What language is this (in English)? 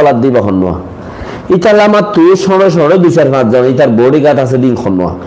Rohingya